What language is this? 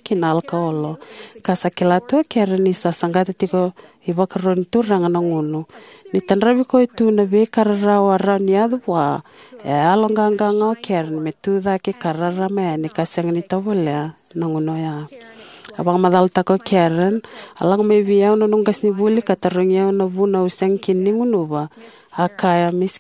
Fijian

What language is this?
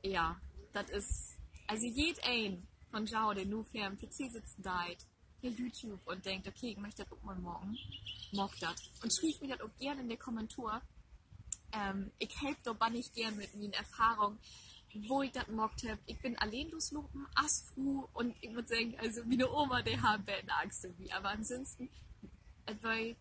Low German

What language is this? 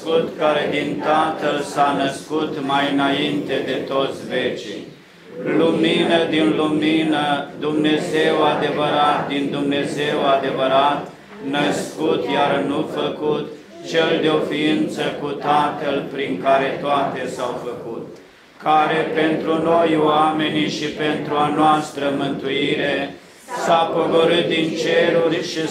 Romanian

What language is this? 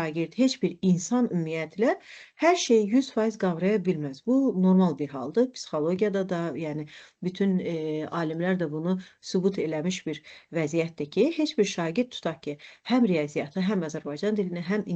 Azerbaijani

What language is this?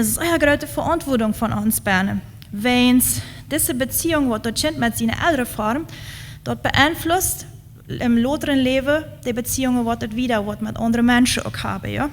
Plautdietsch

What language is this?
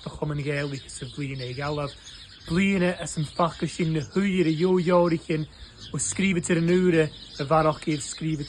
Scottish Gaelic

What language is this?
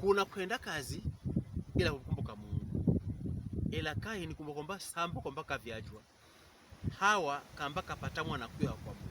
Pokomo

